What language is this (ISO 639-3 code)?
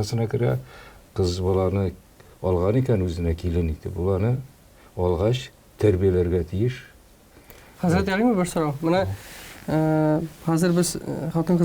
tat